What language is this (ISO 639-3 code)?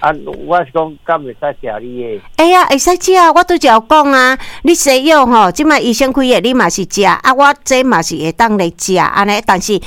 nan